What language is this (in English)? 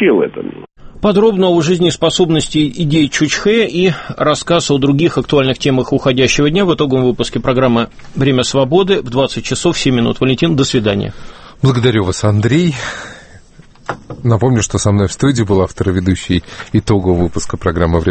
Russian